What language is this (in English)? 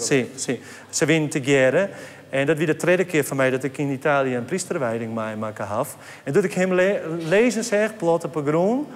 Western Frisian